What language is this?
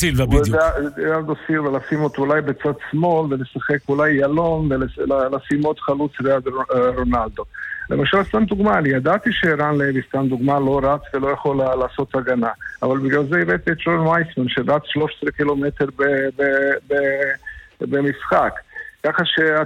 Hebrew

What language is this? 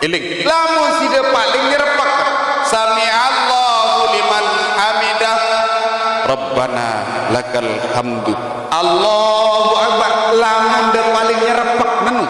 Sasak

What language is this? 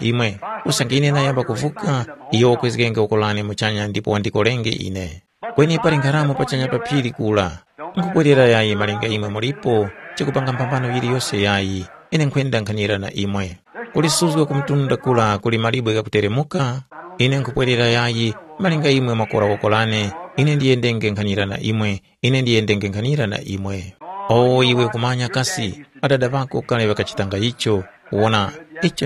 Tumbuka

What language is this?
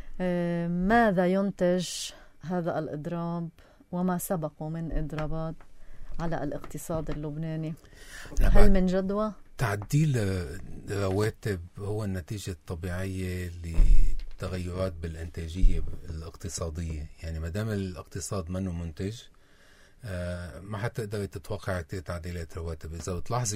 North Levantine Arabic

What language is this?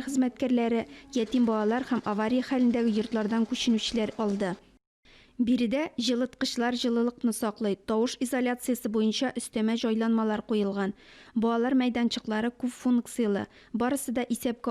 Tatar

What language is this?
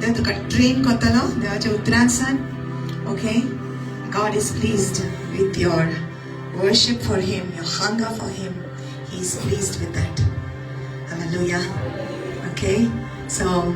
Konkani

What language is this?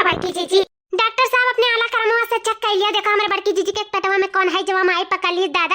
Awadhi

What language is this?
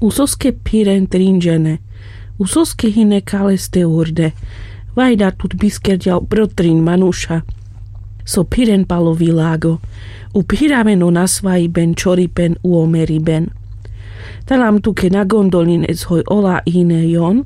Carpathian Romani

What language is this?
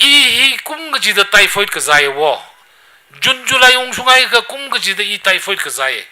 Tangkhul Naga (India)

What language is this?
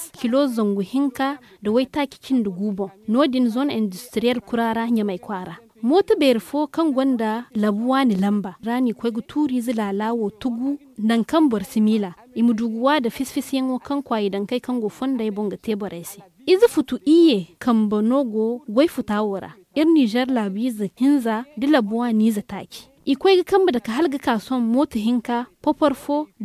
Zarma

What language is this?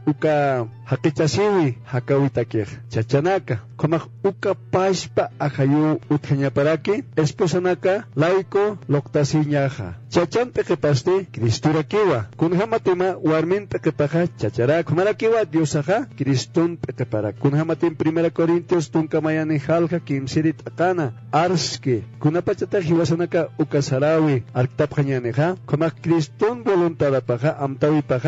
Aymara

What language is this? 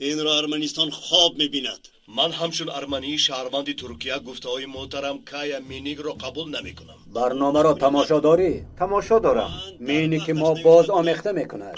Tajik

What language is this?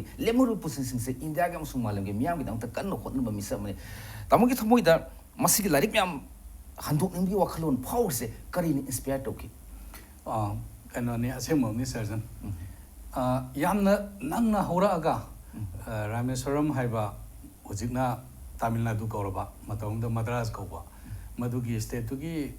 Manipuri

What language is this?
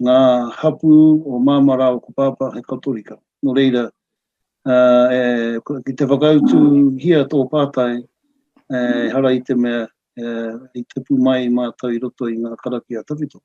Māori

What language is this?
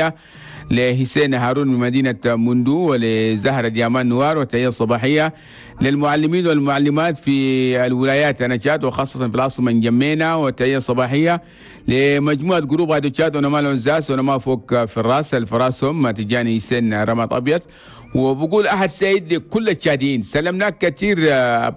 Chadian Arabic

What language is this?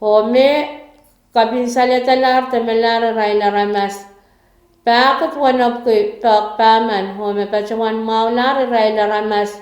Pohnpeian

